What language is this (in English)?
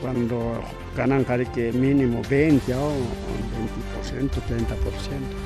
Ayacucho Quechua